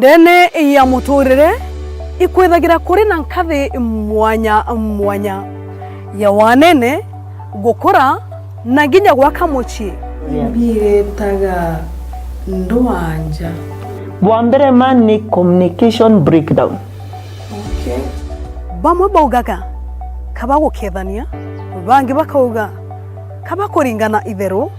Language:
Meru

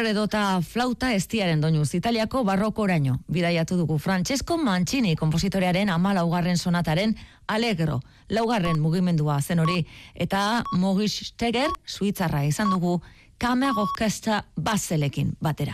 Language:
Basque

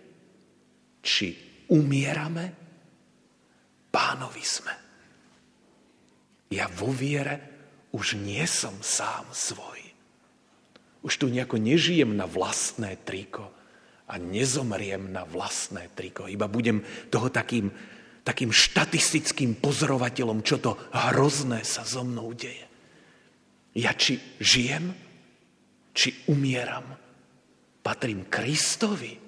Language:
Slovak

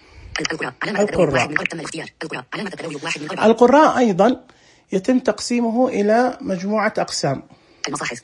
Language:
Najdi Arabic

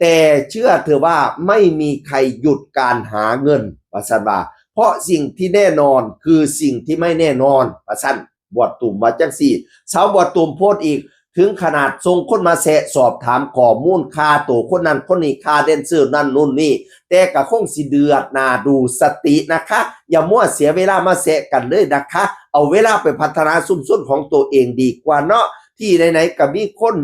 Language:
Northeastern Thai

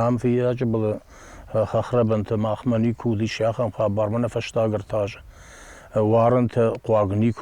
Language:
Ossetic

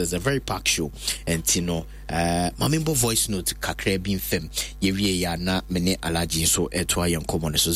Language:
Akan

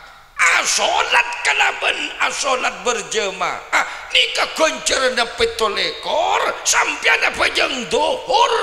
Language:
Madurese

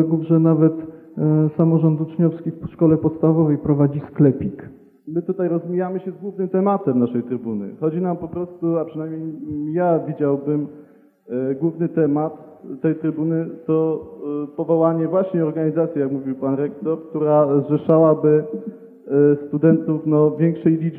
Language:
Polish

